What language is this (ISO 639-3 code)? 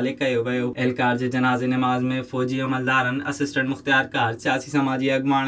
snd